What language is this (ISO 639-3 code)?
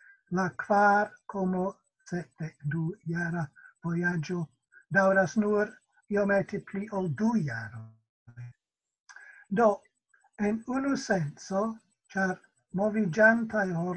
epo